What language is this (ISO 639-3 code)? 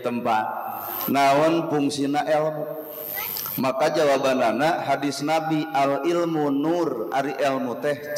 sun